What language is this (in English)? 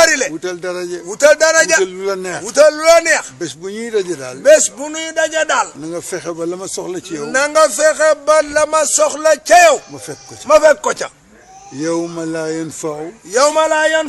Wolof